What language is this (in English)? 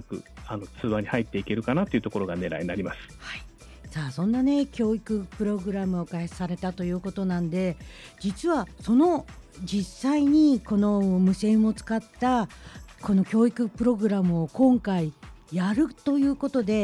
Japanese